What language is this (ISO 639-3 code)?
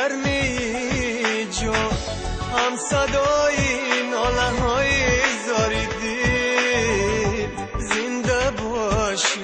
tgk